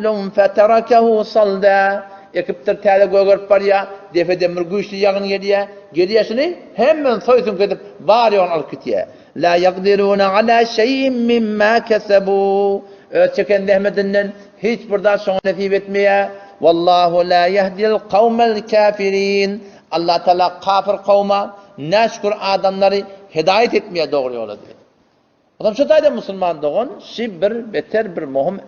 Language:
Turkmen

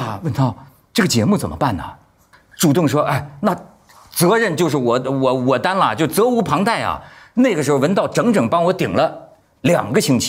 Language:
Chinese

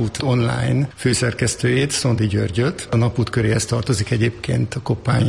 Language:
Hungarian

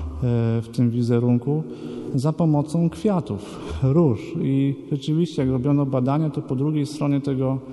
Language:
Polish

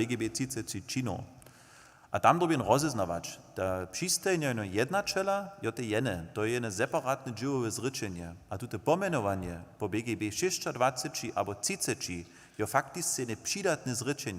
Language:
Upper Sorbian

